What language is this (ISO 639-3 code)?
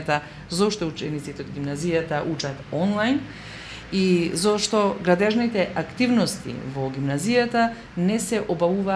mkd